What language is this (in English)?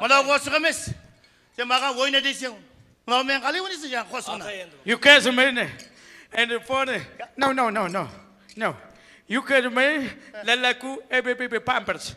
Kara-Kalpak